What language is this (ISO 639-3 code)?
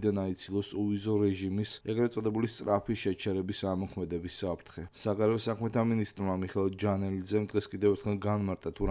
kat